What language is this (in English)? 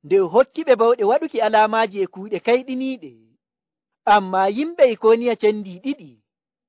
Nigerian Fulfulde